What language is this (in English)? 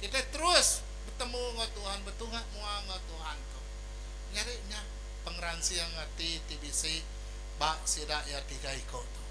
Iban